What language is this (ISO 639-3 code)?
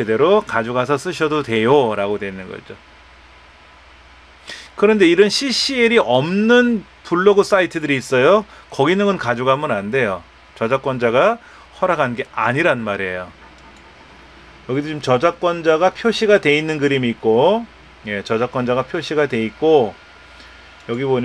kor